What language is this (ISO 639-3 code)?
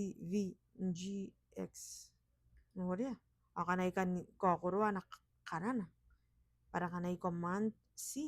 gil